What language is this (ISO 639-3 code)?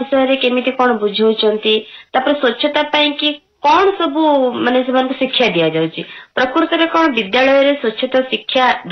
ori